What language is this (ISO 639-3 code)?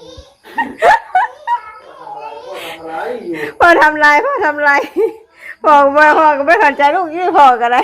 tts